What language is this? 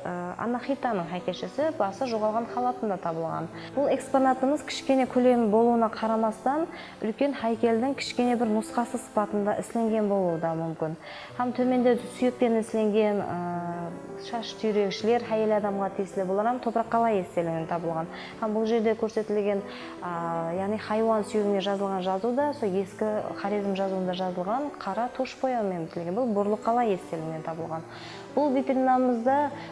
Kara-Kalpak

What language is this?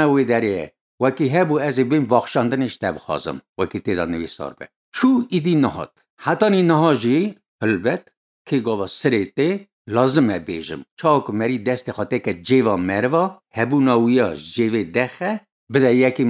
Kurdish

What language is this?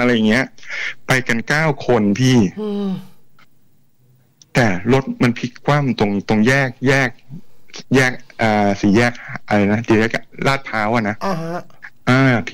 Thai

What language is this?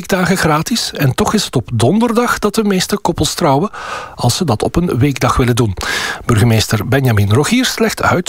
Dutch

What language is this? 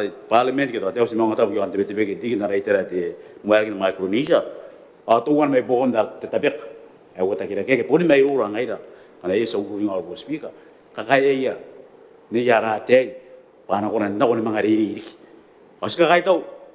Gilbertese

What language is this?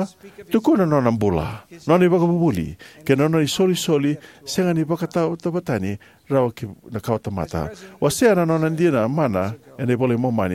Fijian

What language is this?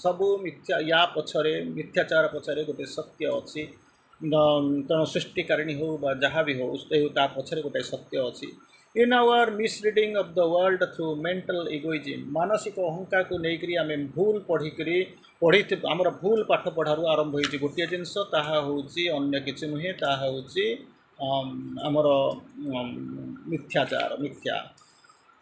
Odia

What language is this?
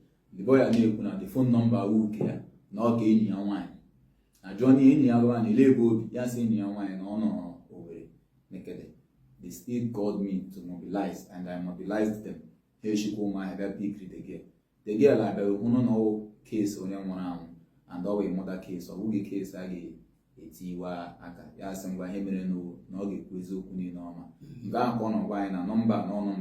Igbo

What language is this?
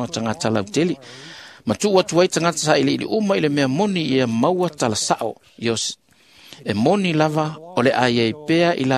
Samoan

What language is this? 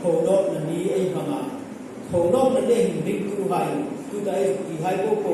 Hmar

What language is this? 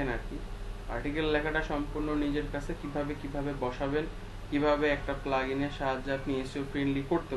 Bangla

